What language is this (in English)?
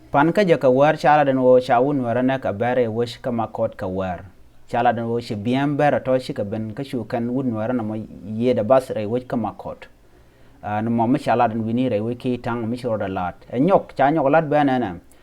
Nuer